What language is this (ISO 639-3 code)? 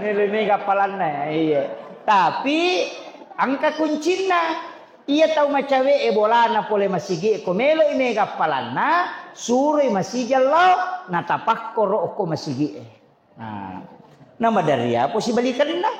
bug